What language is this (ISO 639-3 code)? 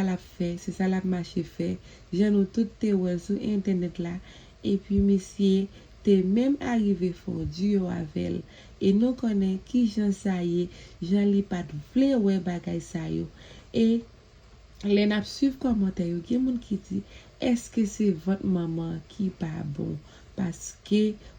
hat